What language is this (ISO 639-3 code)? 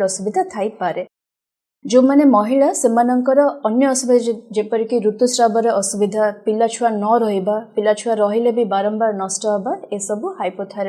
ori